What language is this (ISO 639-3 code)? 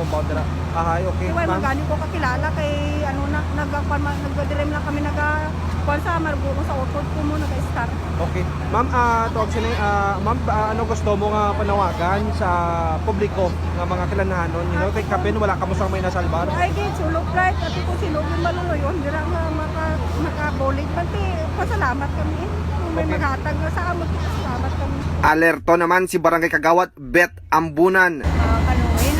hil